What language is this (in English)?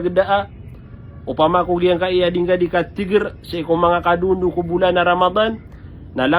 Maranao